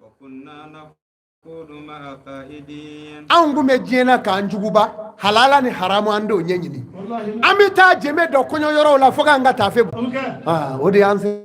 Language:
Bambara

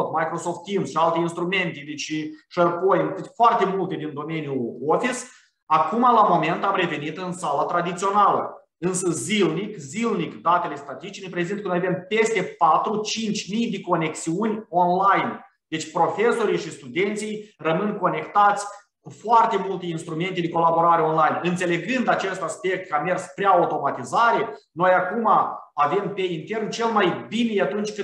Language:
Romanian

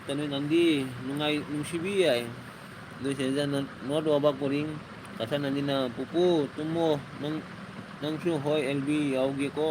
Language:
Manipuri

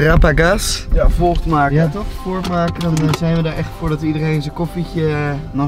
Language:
Dutch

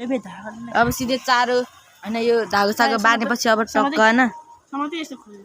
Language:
Nepali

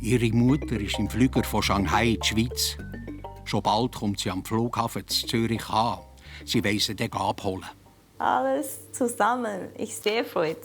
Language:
Swiss German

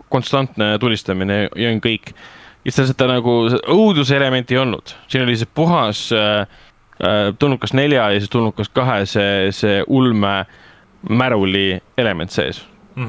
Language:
Estonian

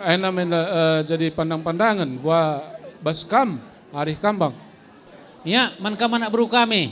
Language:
Batak Karo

